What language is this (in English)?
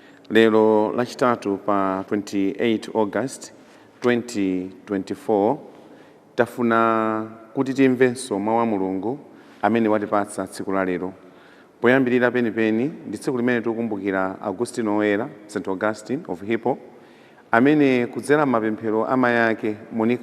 Nyanja